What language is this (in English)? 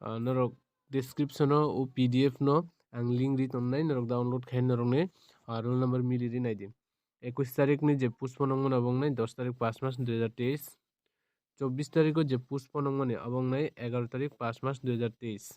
Kok Borok